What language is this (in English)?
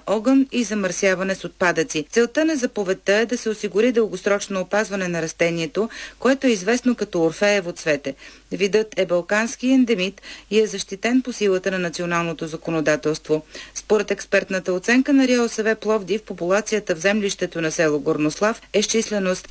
Bulgarian